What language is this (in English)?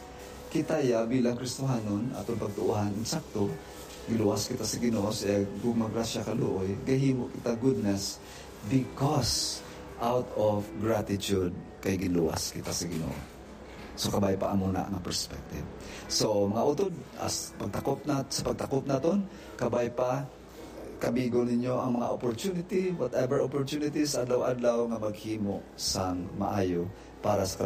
Hiligaynon